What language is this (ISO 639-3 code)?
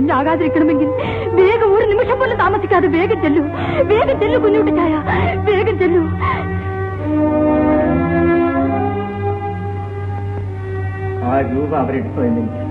mal